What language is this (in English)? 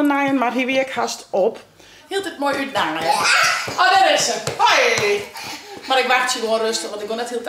Western Frisian